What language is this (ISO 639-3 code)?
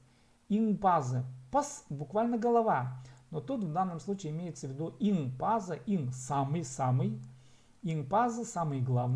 kjh